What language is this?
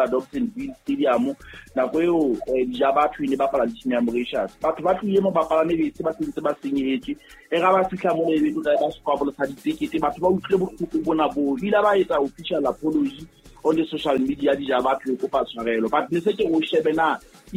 Southern Sotho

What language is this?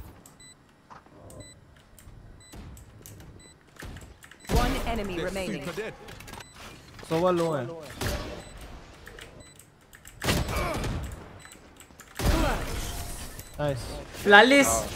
Hindi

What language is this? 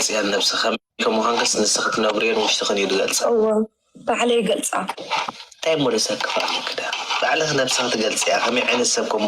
Tigrinya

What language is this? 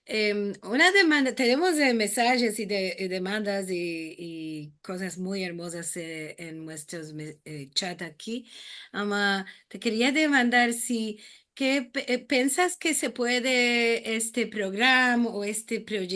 Ladino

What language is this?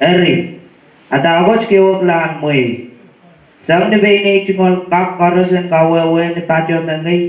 Pohnpeian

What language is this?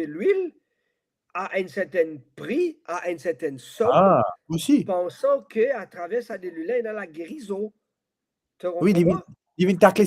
Morisyen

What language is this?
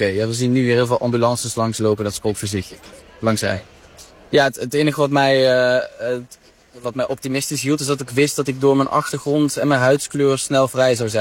Dutch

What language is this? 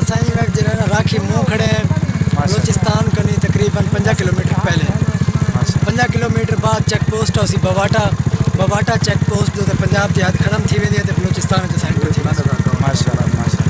Saraiki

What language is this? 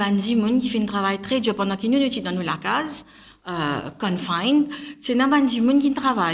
Morisyen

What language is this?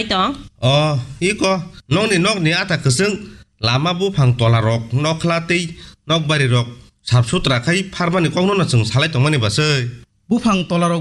Kok Borok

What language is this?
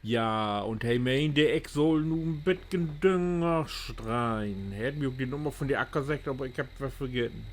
Low German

